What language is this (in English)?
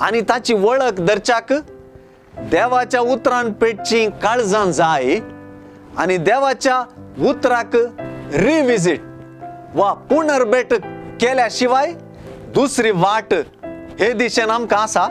Konkani